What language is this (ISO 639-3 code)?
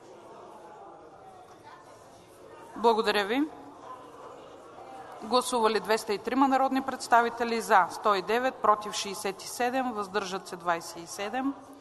bul